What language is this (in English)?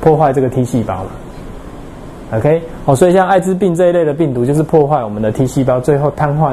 Chinese